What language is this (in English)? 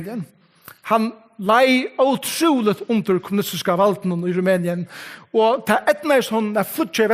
Faroese